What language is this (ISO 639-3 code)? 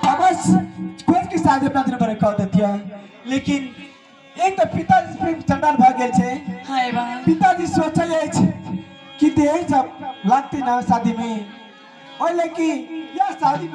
mai